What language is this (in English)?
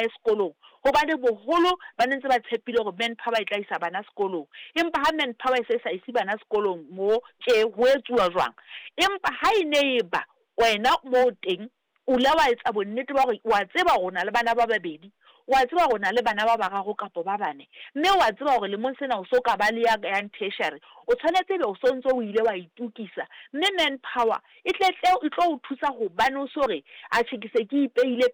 Southern Sotho